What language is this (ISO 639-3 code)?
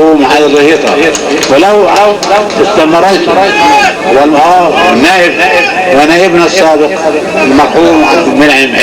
arz